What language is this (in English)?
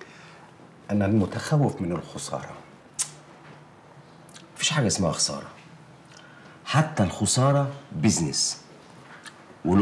Egyptian Arabic